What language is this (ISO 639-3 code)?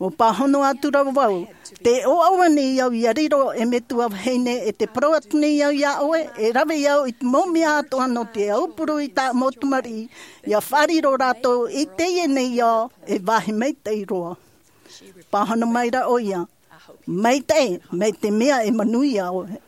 tah